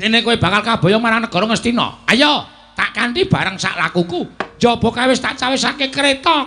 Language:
Javanese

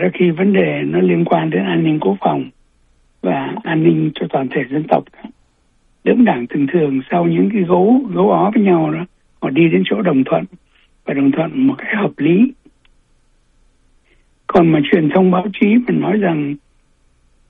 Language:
Vietnamese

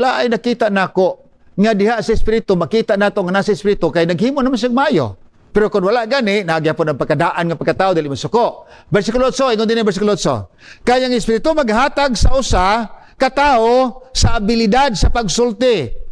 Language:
Cebuano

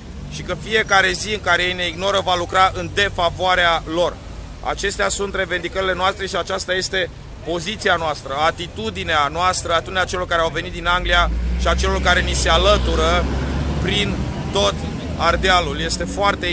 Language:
Romanian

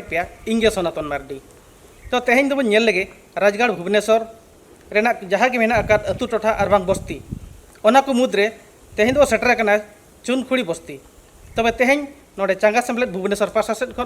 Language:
Santali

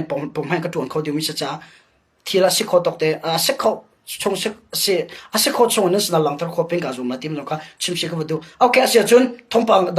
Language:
Hakha Chin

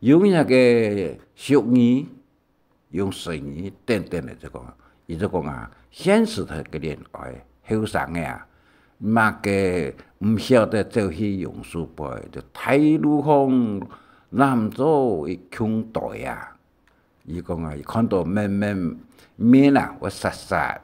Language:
Hakka Chinese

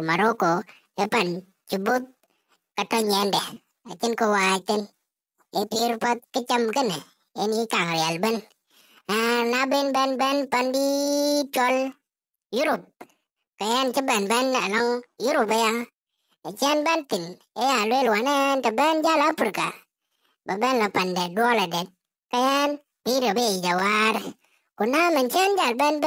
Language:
Dinka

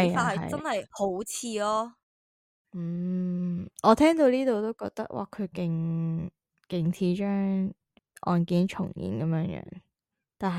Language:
Cantonese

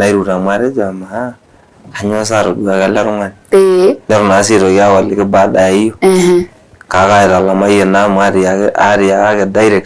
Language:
Masai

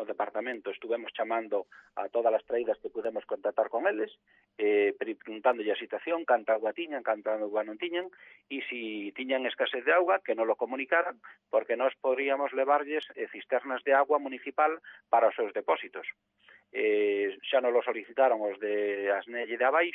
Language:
Galician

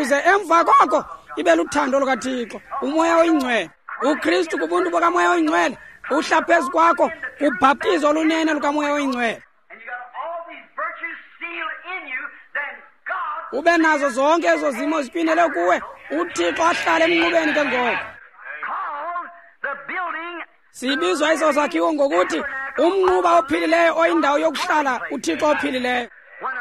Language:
Xhosa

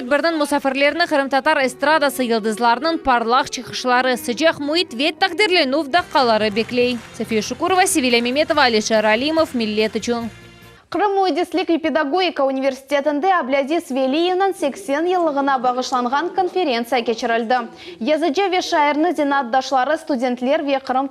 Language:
Crimean Tatar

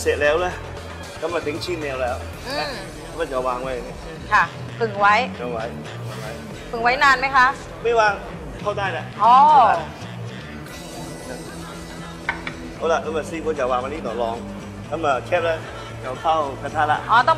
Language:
Thai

